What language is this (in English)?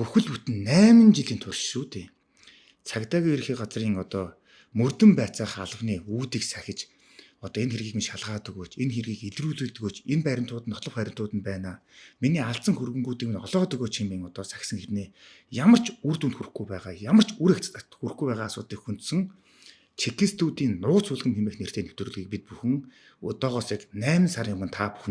Mongolian